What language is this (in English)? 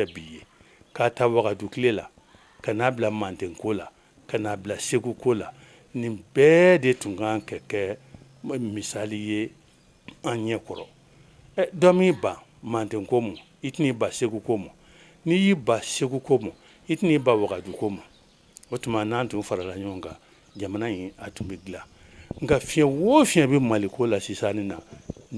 Bambara